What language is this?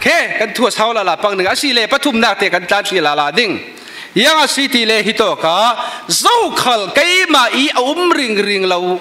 Falam Chin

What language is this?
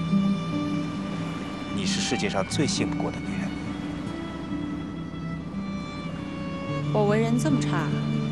Chinese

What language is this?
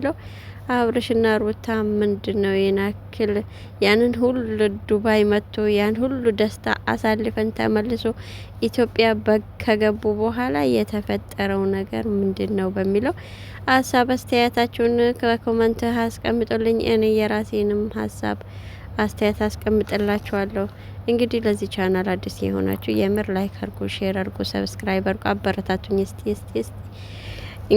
Amharic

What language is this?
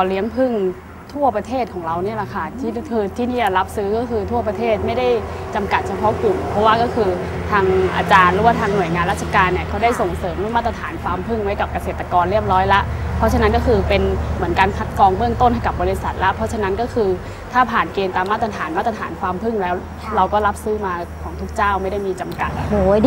Thai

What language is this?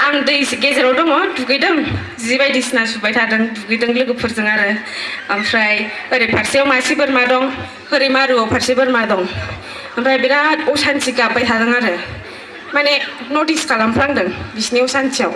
Bodo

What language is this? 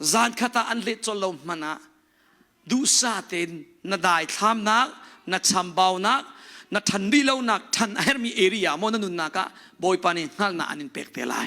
Hakha Chin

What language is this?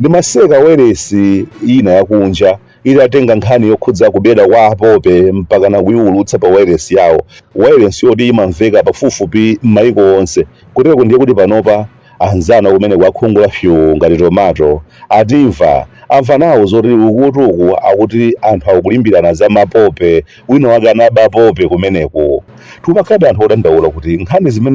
Nyanja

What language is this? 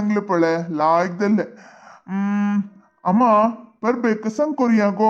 Konkani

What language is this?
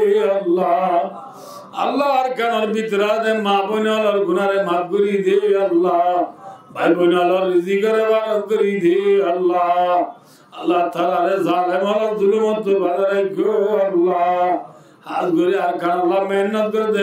Rohingya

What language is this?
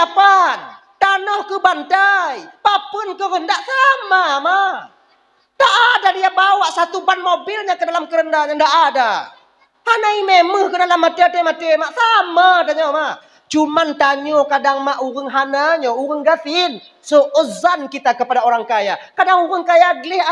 Achinese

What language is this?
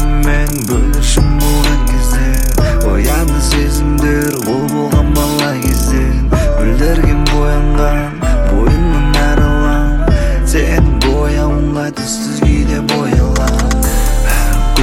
Kazakh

